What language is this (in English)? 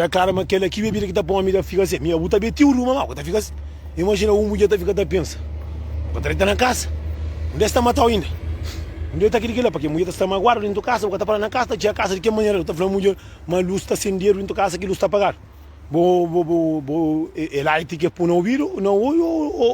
Kabuverdianu